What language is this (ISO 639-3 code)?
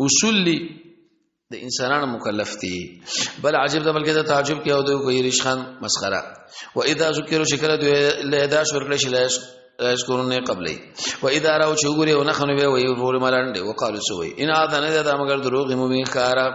pus